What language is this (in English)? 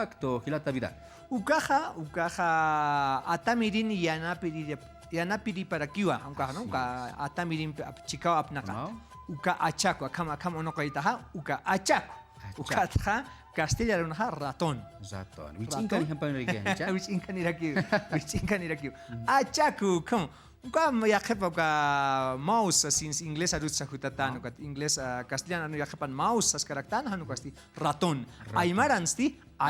Aymara